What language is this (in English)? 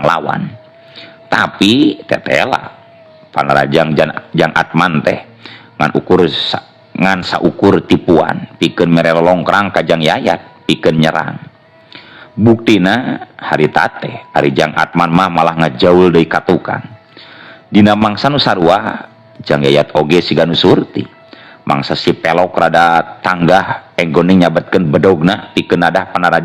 Sundanese